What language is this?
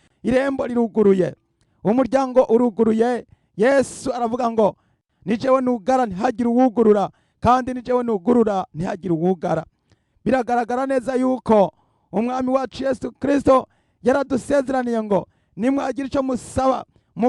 Rundi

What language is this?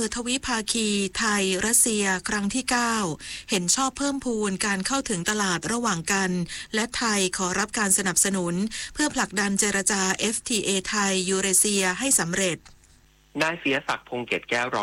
Thai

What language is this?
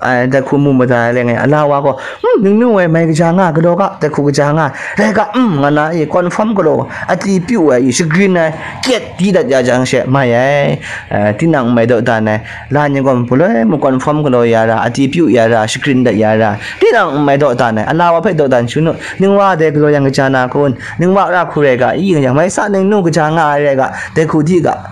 Kachin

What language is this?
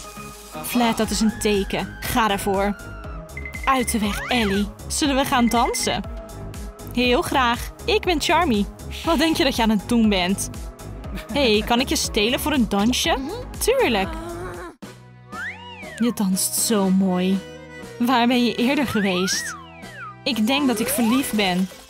Dutch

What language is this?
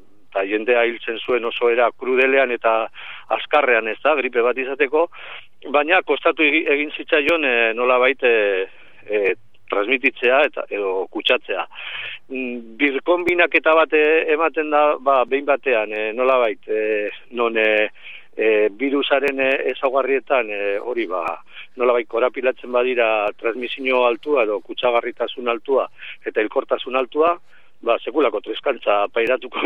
Basque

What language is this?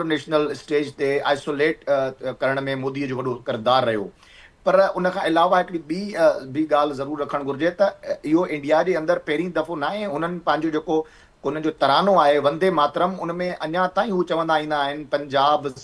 Sindhi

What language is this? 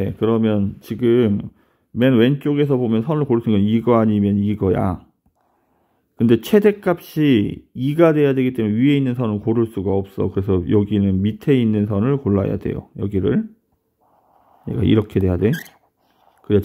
Korean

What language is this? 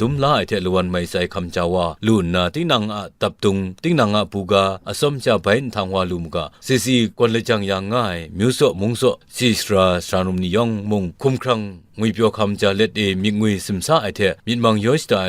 Kachin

